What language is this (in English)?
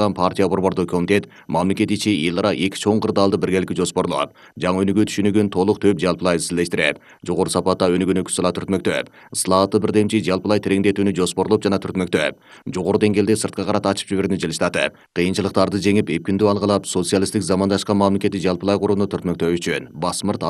Kyrgyz